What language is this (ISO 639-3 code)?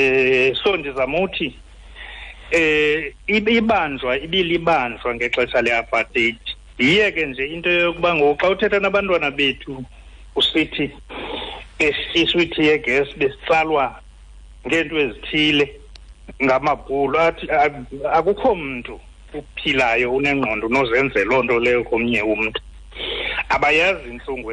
xho